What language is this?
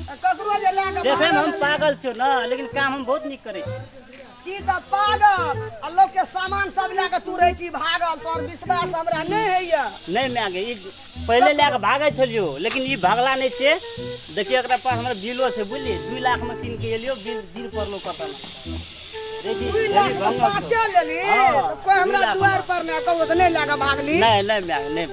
Maithili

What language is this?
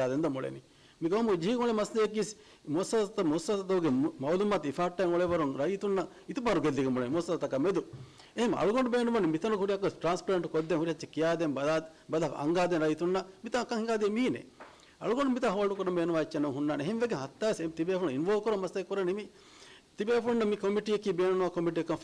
Divehi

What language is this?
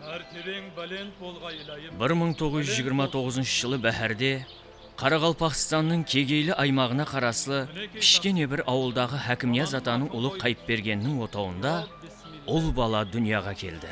Kara-Kalpak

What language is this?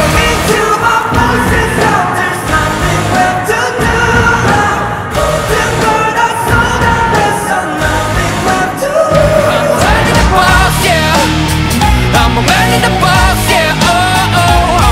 Korean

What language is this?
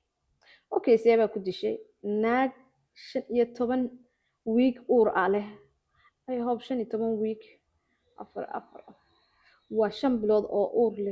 Somali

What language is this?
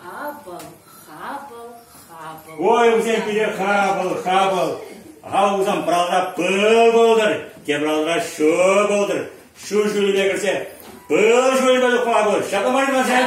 Chuvash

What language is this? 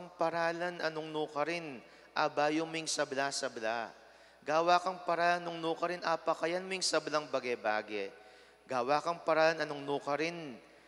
Pampanga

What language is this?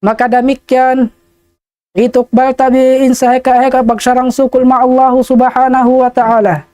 Tausug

